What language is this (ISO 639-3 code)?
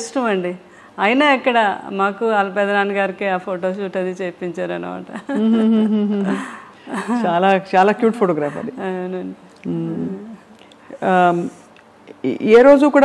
tel